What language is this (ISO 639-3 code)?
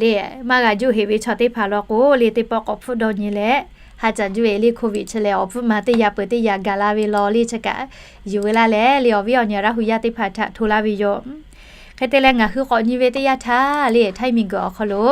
lhu